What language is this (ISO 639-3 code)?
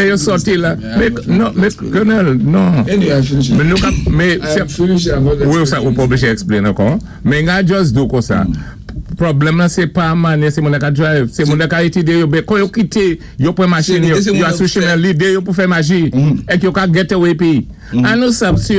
acf